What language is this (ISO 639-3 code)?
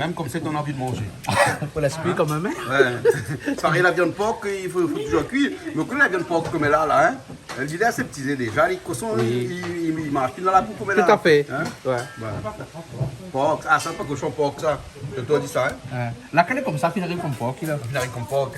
rcf